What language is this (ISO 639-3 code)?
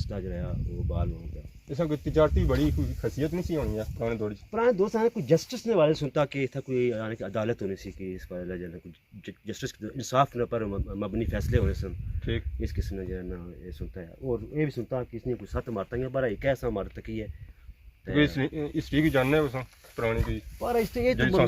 phr